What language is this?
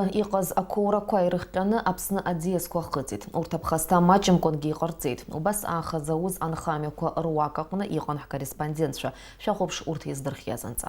Abkhazian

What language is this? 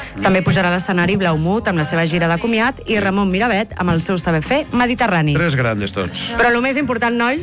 Catalan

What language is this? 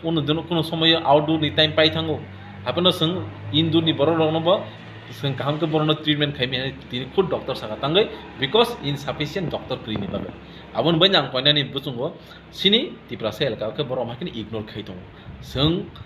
Kok Borok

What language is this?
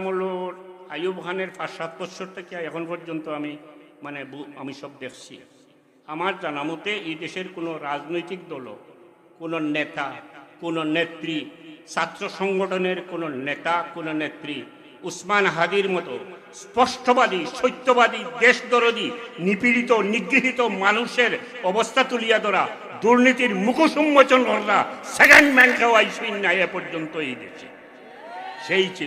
Sylheti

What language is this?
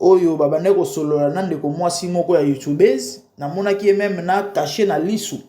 Lingala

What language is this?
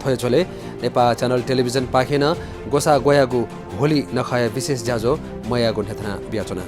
Newari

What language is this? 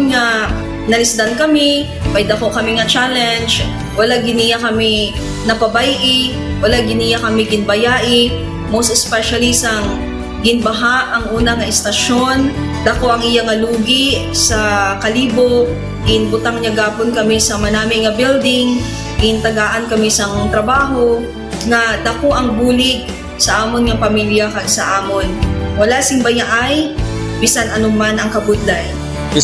Hiligaynon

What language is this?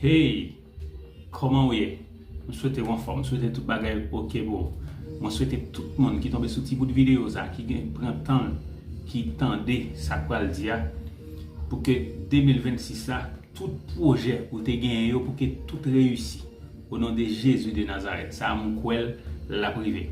Haitian Creole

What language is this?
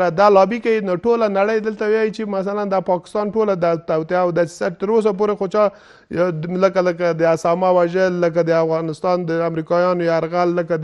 Pashto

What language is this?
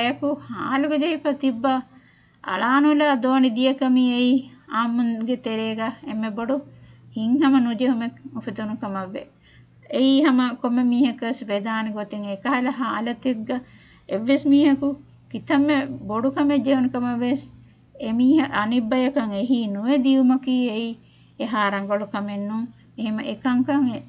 Divehi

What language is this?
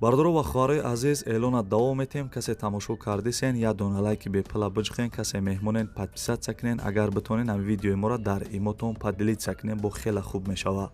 Tajik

